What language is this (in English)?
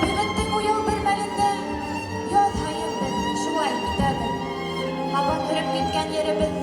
Bashkir